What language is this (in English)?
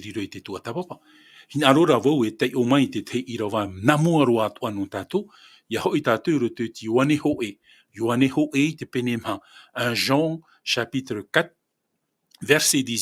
Tahitian